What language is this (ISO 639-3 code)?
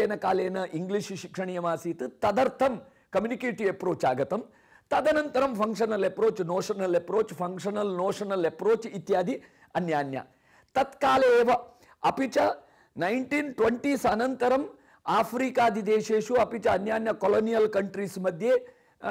san